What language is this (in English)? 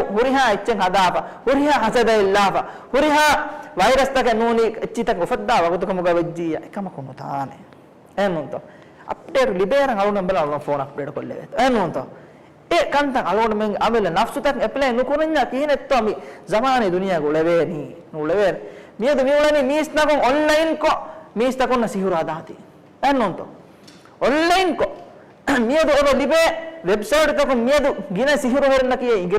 Divehi